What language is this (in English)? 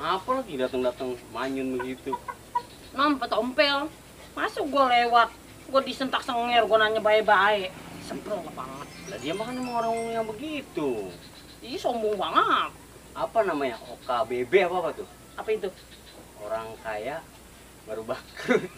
Betawi